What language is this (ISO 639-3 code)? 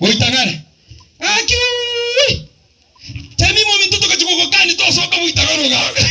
guz